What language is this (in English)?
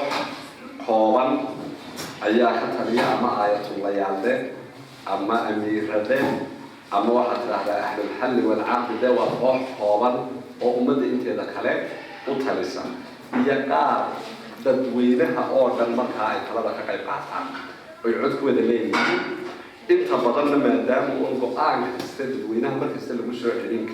Somali